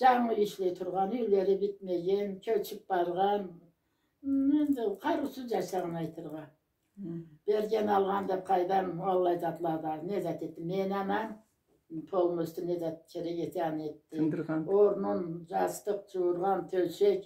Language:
Karachay-Balkar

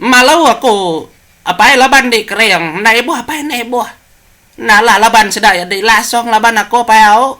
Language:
Iban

